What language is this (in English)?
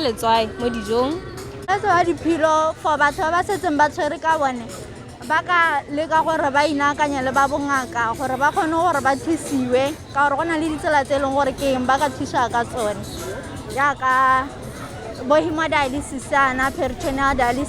Tswana